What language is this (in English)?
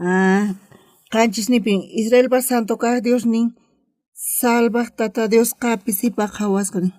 South Bolivian Quechua